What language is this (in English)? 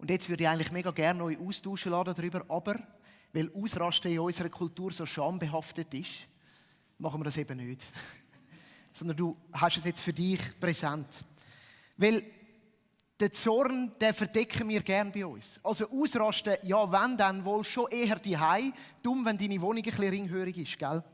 Swiss German